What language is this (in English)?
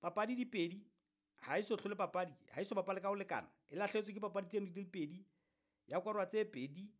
Southern Sotho